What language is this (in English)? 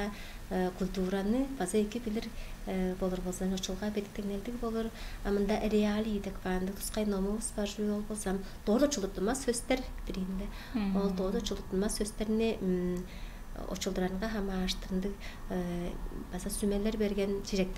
Tuvinian